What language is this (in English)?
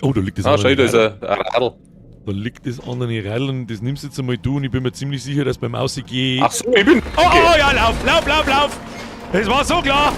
Bavarian